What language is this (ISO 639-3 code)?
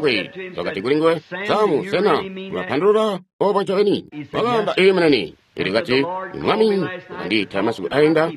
toi